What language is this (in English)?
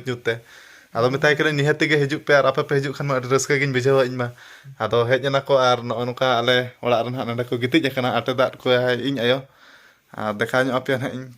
Santali